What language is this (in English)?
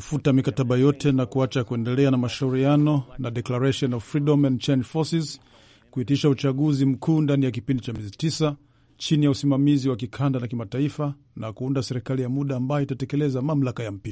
Swahili